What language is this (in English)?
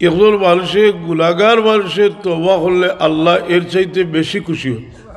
Sylheti